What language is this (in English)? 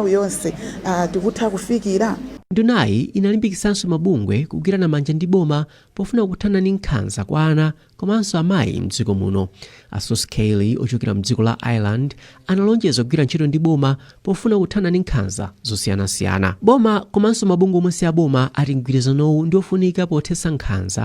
Nyanja